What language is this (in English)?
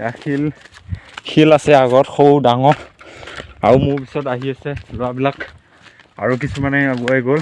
Assamese